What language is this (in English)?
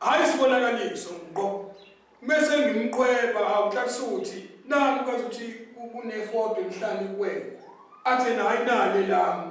Zulu